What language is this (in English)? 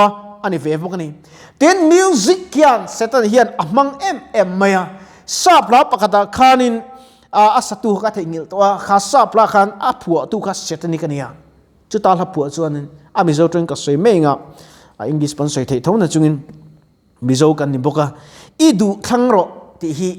Mizo